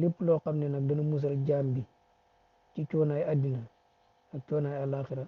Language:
Wolof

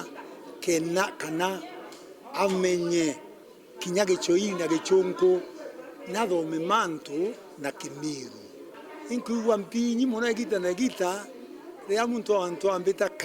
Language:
Meru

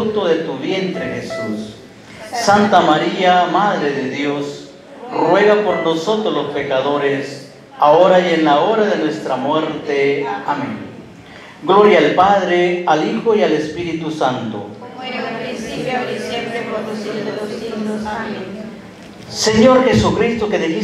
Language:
Spanish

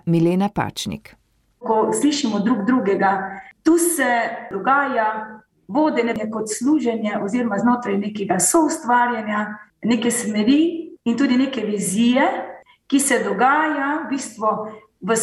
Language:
Slovenian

